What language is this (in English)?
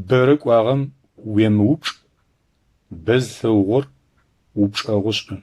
Adyghe